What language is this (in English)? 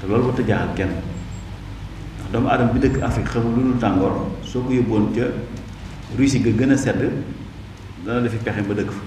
Wolof